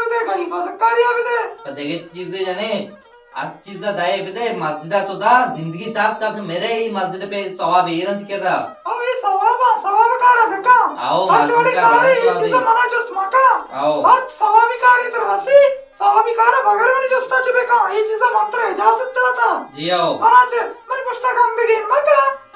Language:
Baluchi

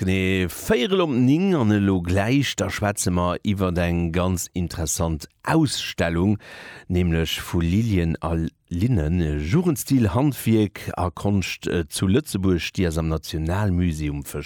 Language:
Luxembourgish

